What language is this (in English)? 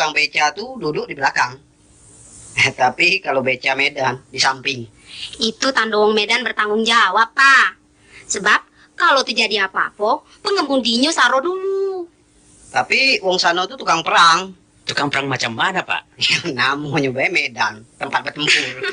Minangkabau